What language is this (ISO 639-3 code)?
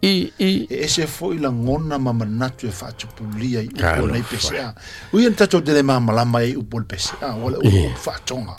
smo